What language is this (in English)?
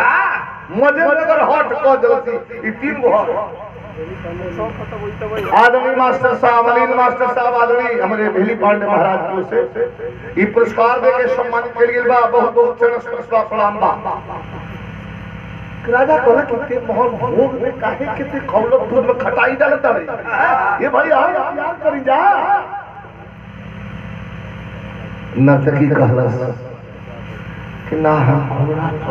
Bhojpuri